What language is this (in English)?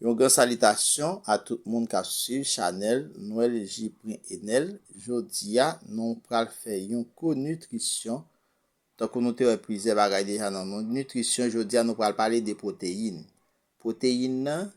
Haitian Creole